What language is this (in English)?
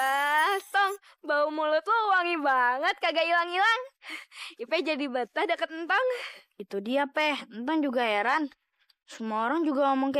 Betawi